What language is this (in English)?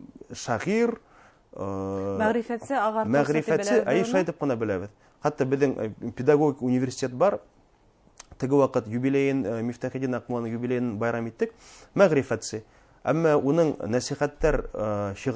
Bashkir